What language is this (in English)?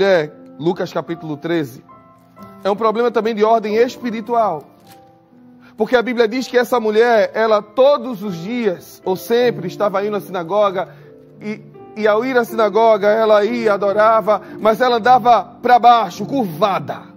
Portuguese